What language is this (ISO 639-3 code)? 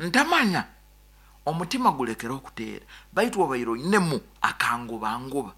nyn